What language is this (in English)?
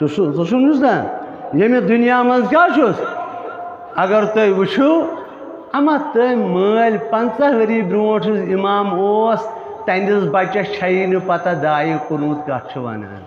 Kashmiri